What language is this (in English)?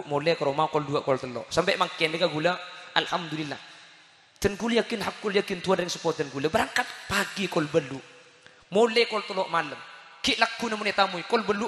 Madurese